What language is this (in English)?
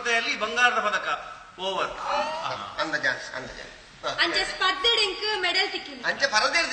Tulu